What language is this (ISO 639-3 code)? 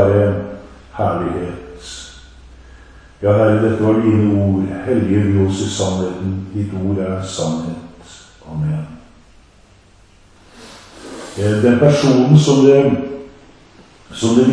nor